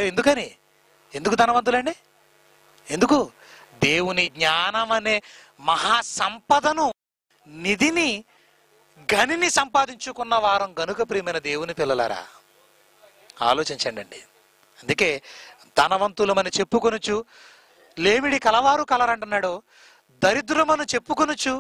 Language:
Telugu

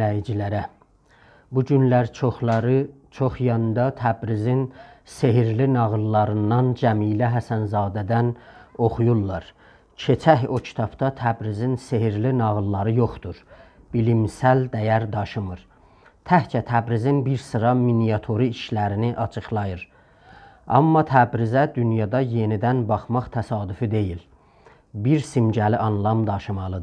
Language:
South Azerbaijani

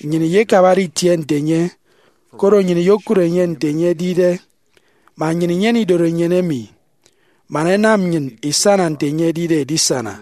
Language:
Efik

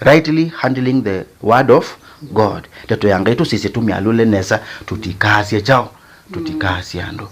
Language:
Kamba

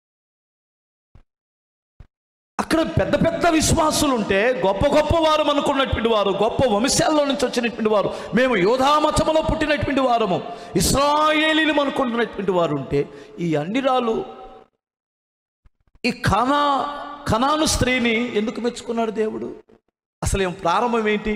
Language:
Telugu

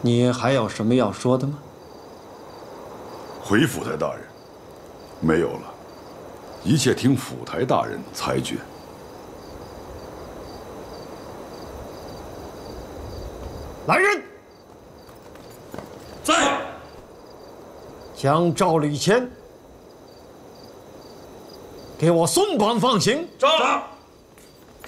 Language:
Chinese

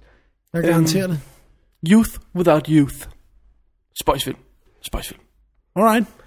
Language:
Danish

